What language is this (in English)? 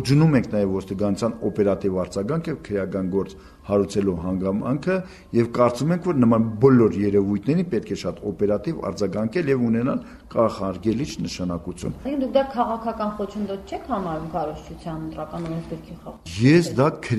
Armenian